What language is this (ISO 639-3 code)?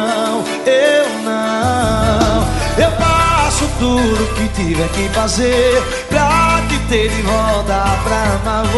por